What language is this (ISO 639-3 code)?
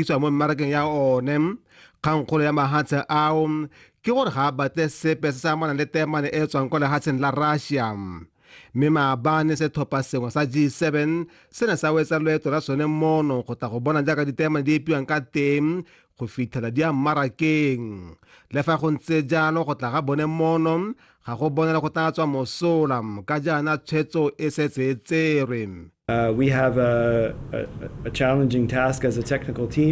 tsn